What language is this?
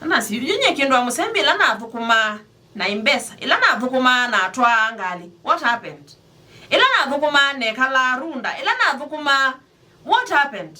Kamba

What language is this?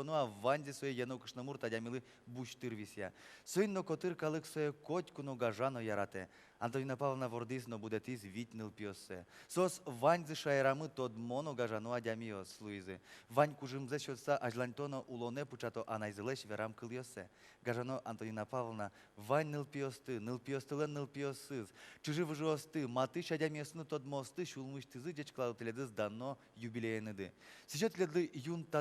Udmurt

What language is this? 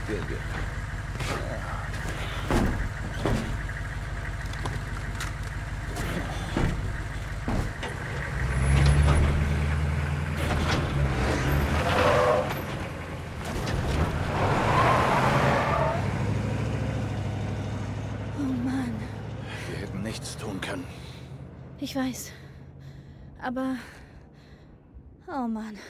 German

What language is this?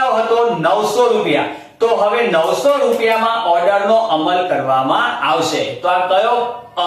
Gujarati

